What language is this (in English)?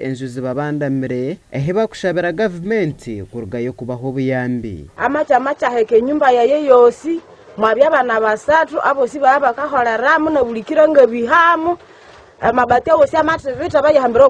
Nyankole